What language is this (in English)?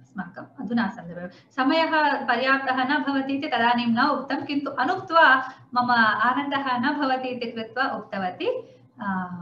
Sanskrit